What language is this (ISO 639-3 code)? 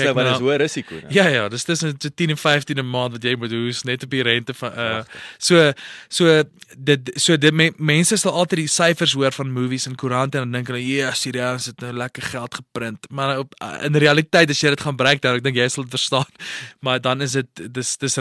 afr